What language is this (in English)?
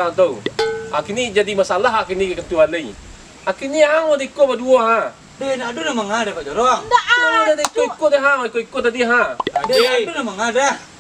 Minangkabau